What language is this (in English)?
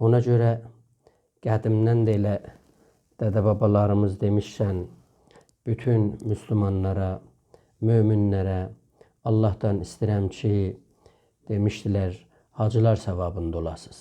South Azerbaijani